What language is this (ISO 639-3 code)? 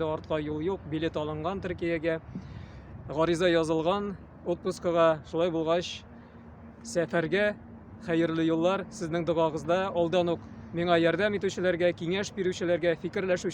tat